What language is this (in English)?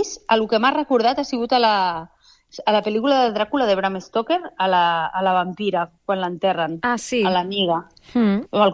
Catalan